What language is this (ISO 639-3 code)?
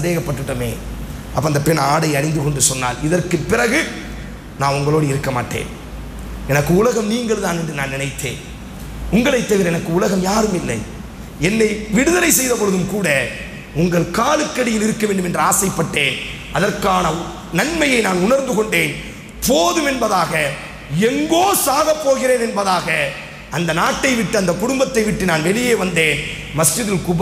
tam